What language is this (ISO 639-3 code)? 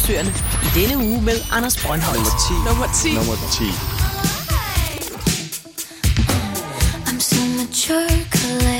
dan